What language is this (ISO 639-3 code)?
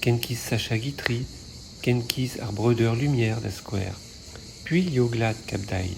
bre